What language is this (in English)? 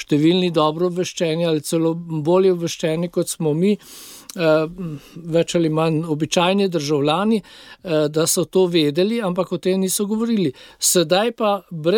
Slovenian